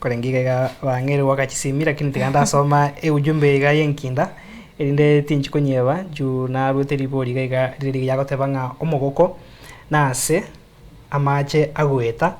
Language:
Gusii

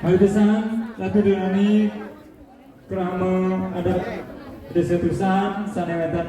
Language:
Balinese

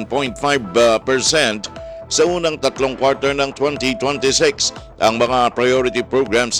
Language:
Filipino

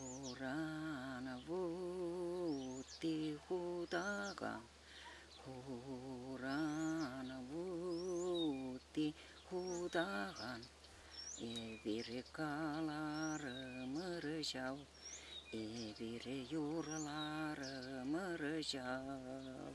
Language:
Chuvash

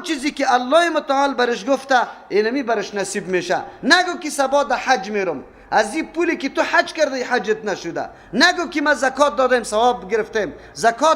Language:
Persian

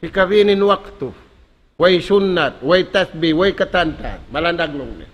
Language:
Tausug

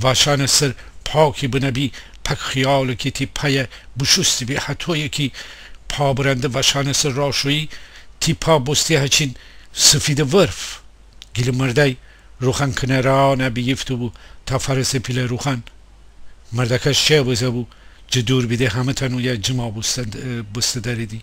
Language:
Gilaki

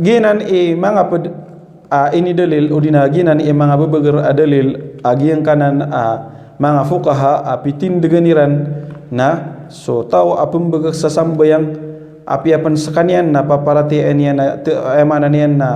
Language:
Maranao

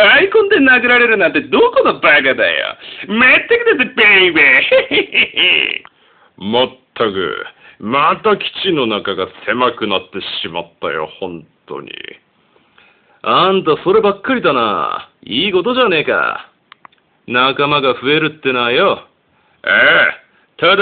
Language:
Japanese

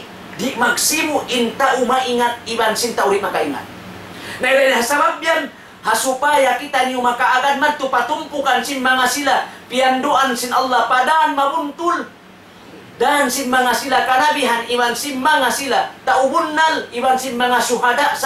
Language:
Tausug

